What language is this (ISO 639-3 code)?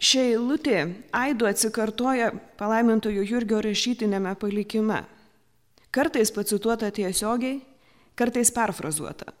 lit